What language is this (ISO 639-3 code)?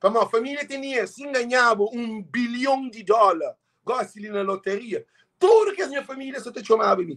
kea